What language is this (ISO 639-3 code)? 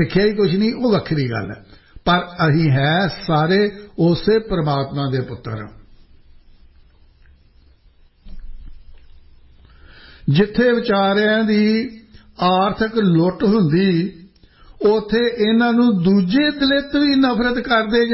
pan